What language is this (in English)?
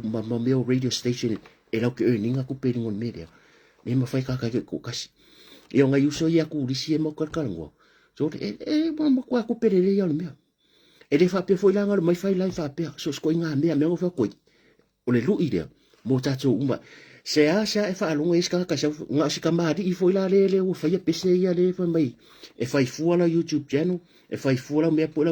Samoan